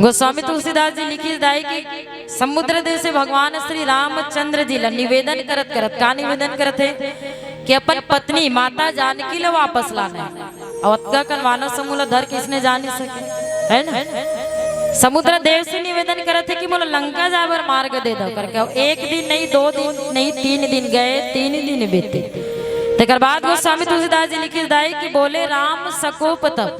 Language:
Chhattisgarhi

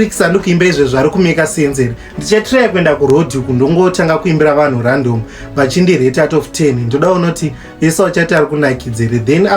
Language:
Shona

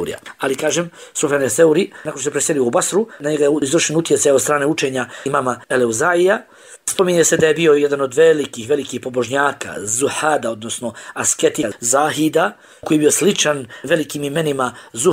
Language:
Bosnian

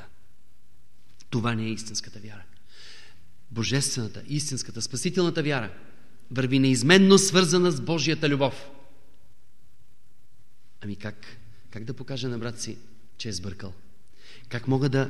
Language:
Bulgarian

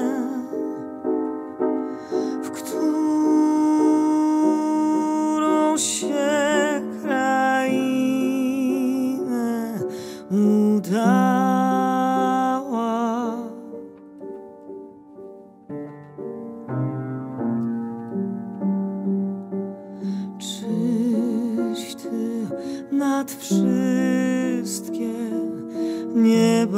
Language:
Polish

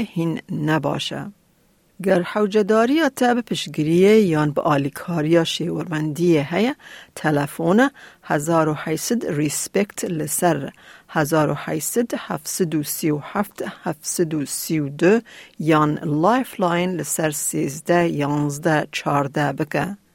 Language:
Kurdish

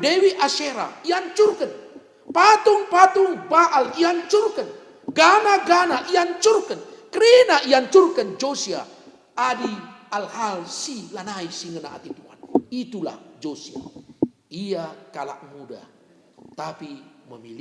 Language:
Batak Karo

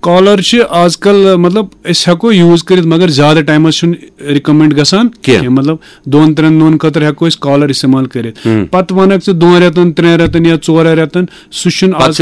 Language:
Kashmiri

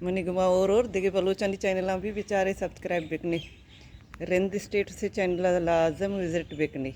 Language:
Baluchi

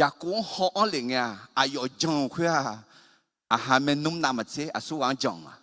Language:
Akha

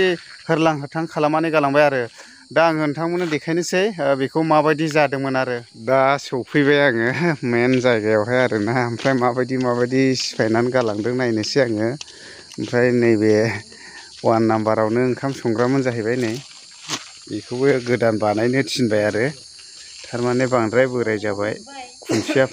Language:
Bodo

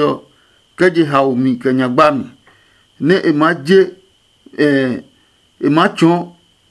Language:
Adangme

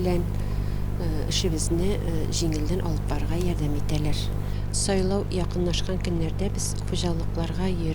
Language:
Tatar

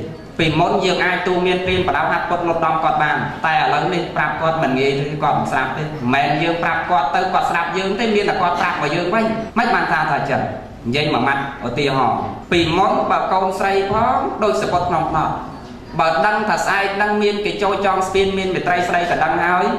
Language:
Khmer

